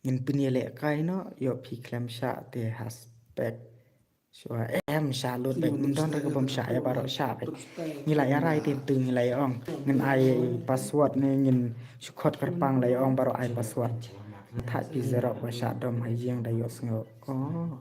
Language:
Khasi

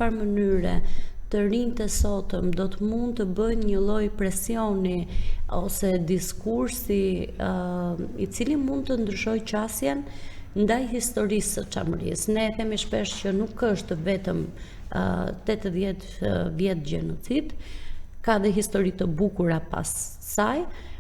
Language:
Albanian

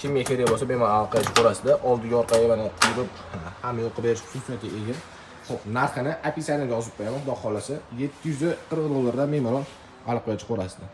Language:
Uzbek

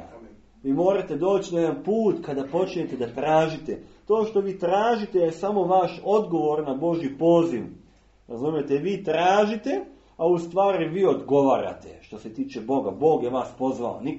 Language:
Serbian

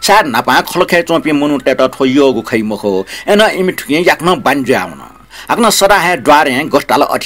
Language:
Newari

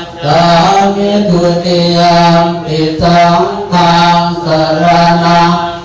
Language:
Pali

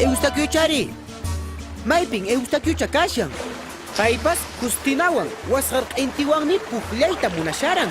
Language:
Quechua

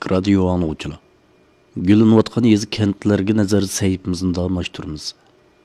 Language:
Uyghur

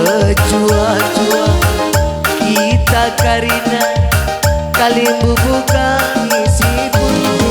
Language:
Batak Karo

